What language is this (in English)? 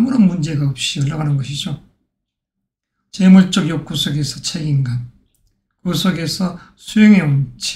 Korean